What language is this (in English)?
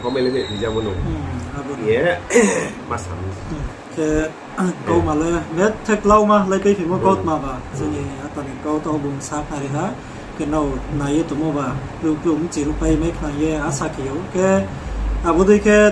Riang (India)